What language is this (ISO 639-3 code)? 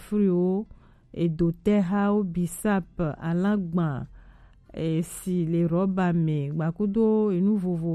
gej